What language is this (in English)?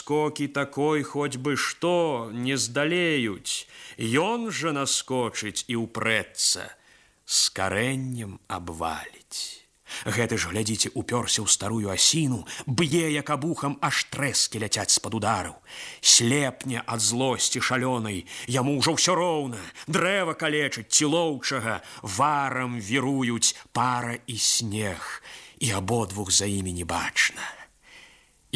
Belarusian